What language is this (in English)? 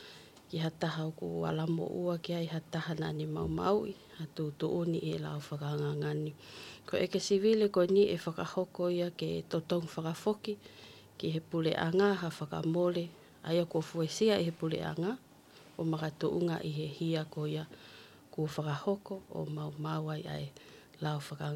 Tongan